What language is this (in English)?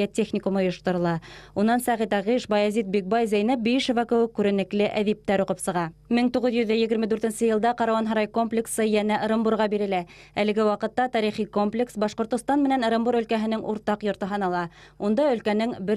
Bashkir